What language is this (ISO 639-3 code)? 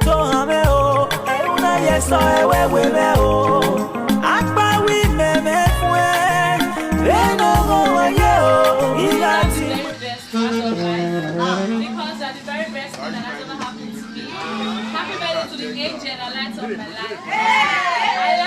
pcm